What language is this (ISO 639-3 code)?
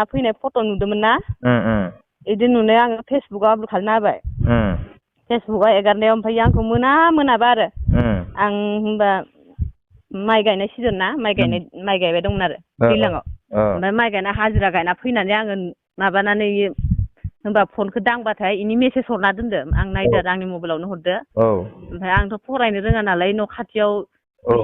brx